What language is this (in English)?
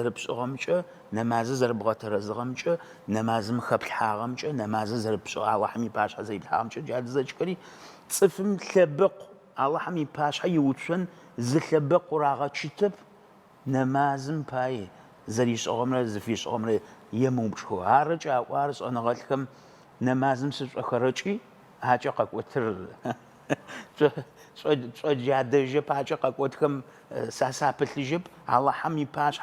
Adyghe